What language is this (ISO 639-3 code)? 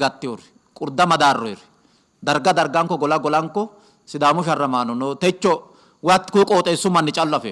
sid